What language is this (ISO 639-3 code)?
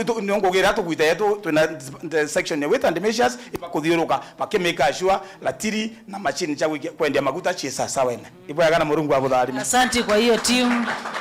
mer